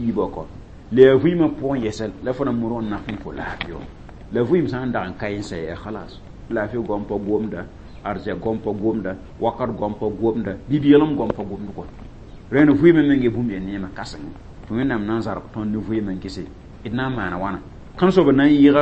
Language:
Mossi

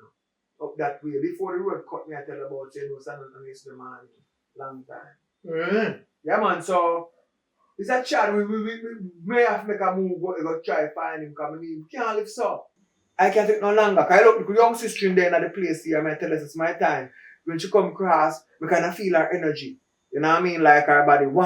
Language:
Jamaican Creole English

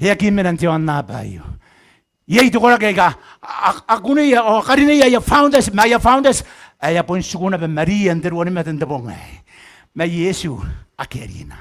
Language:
Gilbertese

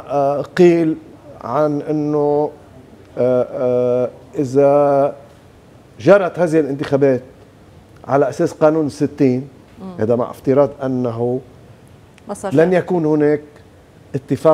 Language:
North Levantine Arabic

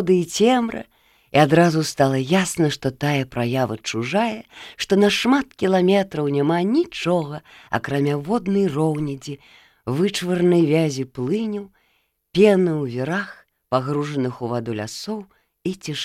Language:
Belarusian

